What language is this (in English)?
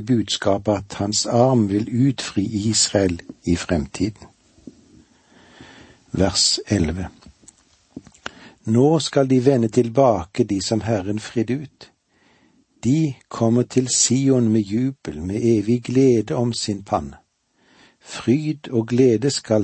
Norwegian